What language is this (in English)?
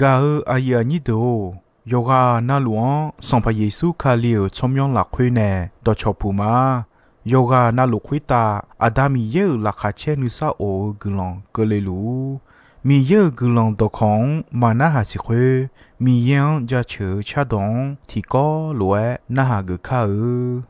Akha